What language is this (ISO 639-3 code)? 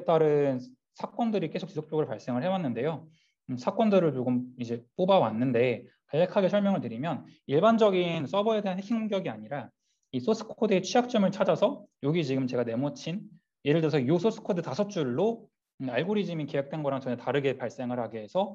kor